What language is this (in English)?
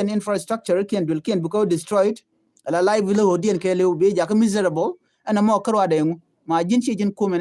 Nuer